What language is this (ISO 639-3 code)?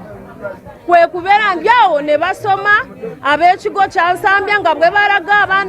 lug